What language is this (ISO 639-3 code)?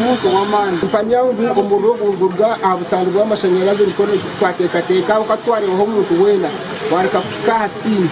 nyn